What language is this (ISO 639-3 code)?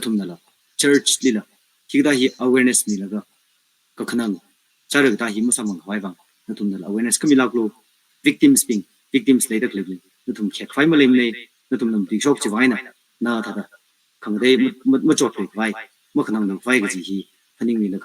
nmf